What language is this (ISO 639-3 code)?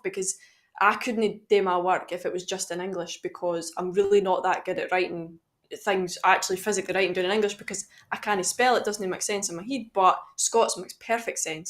sco